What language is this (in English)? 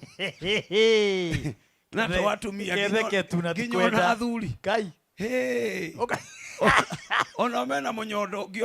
Kikuyu